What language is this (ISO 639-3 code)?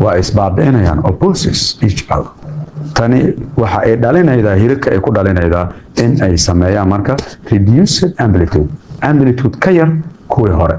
som